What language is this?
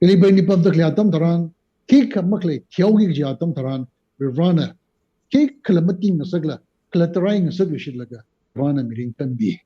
Tangkhul Naga (India)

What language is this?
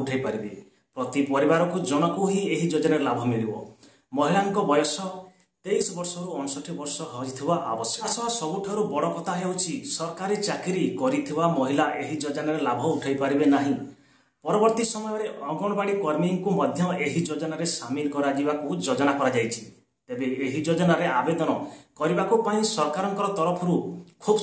Odia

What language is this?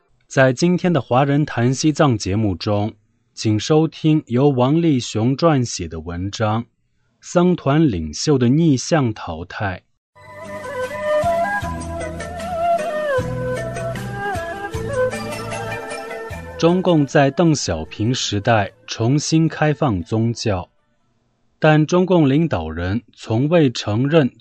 Chinese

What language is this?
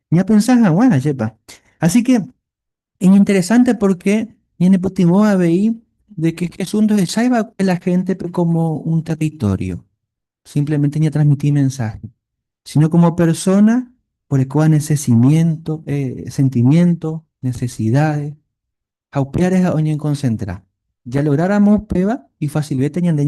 Guarani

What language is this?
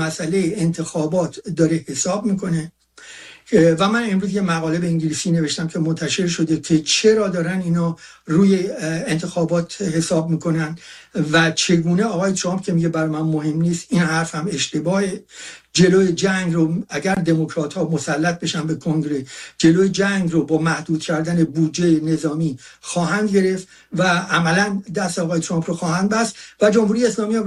Persian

